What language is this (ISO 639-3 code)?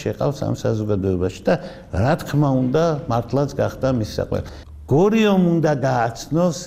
kat